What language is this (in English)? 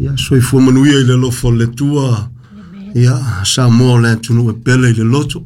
Samoan